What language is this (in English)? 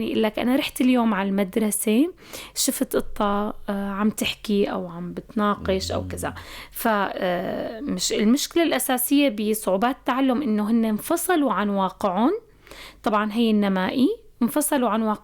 North Levantine Arabic